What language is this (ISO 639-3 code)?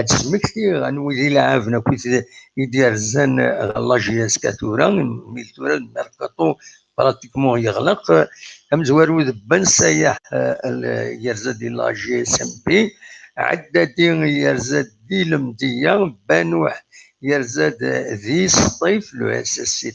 kab